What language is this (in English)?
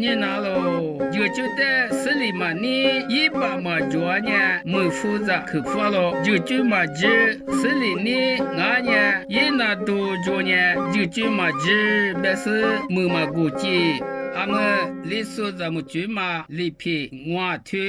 Lisu